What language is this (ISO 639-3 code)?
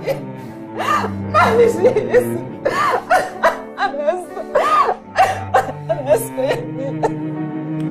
arz